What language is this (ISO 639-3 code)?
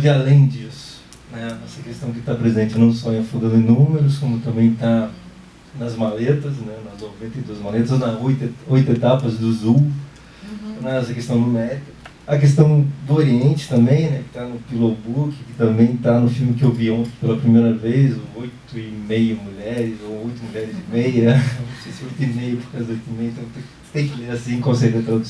por